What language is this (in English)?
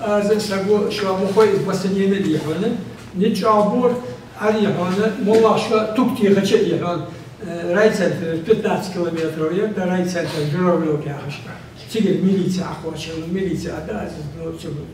Ingush